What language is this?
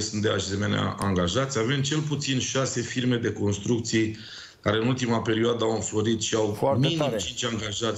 Romanian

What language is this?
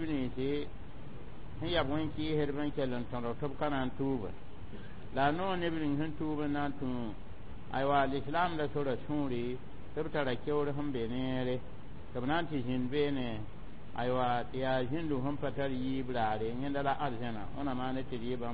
Mossi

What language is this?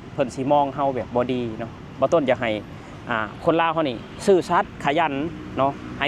Lao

